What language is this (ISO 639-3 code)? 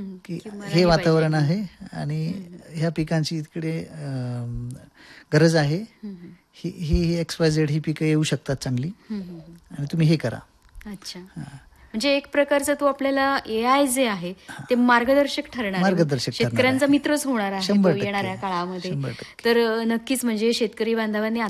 mar